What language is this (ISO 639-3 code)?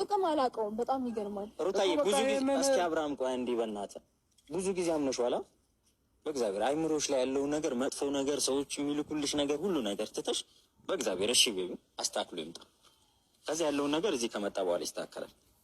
amh